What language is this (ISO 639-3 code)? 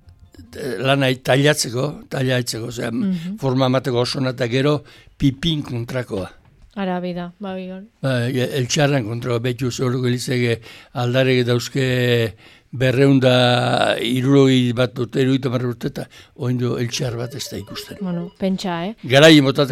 eus